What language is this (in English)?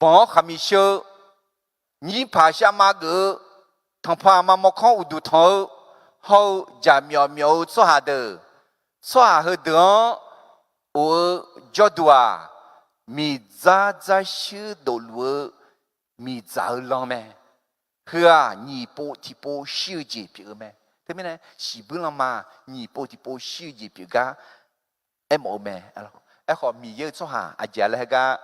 Akha